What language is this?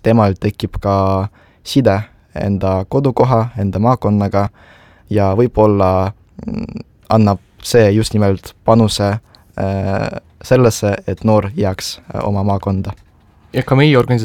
Estonian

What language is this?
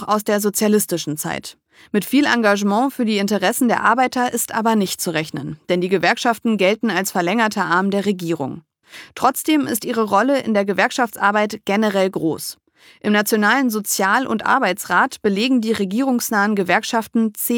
German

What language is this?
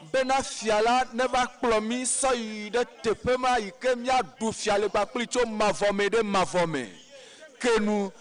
Ewe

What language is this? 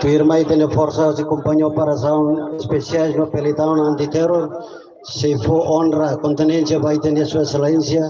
Tetum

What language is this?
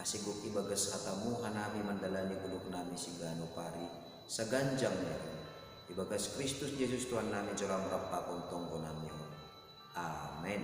Batak Simalungun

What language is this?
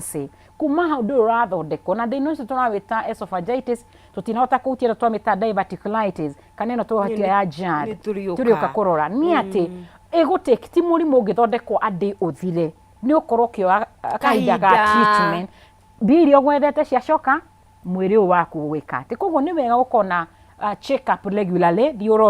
Kikuyu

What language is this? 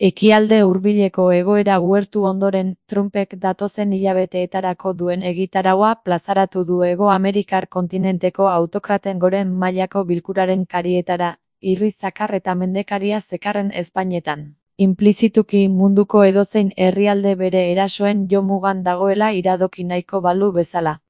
Basque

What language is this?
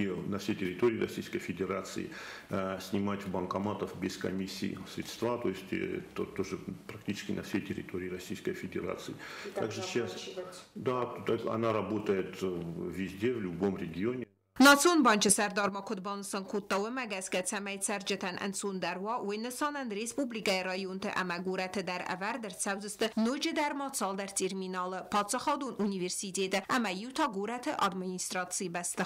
Ossetic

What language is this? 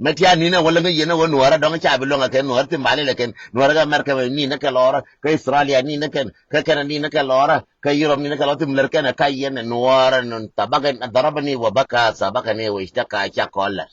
Nuer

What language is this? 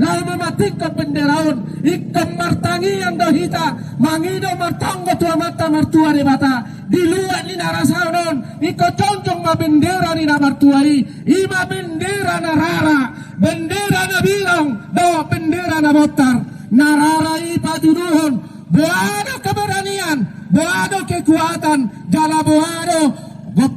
Batak Toba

